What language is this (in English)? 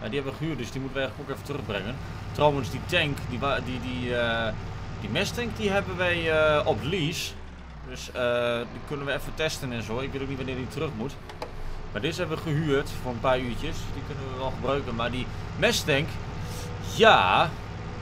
Dutch